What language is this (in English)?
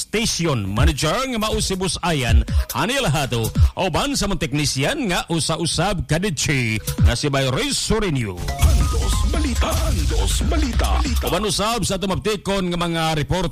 Cebuano